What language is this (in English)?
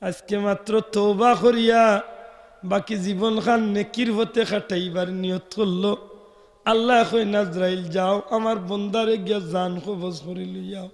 Sylheti